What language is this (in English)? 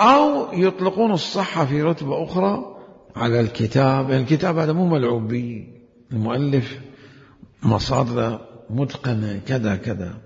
Mesopotamian Arabic